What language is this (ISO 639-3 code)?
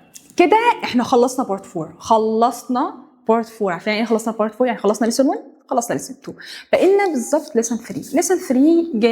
arz